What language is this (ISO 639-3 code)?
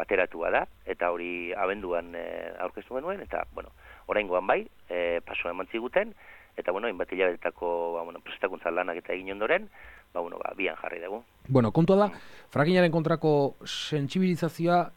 eus